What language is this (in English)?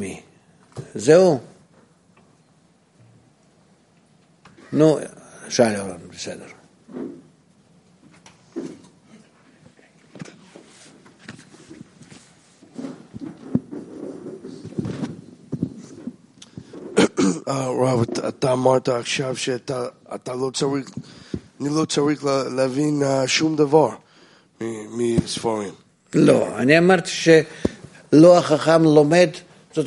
Hebrew